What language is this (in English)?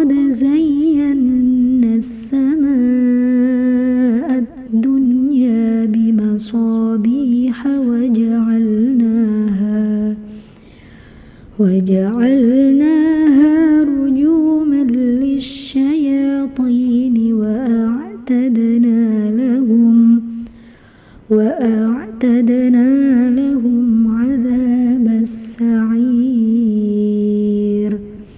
Arabic